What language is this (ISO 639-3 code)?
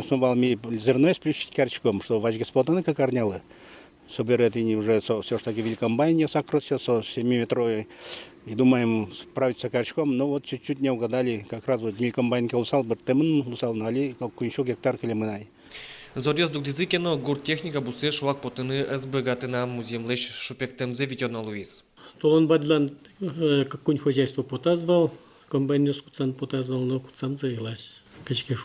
udm